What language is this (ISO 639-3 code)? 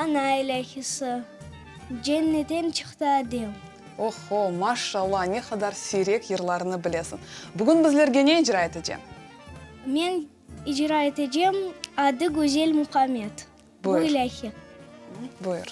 crh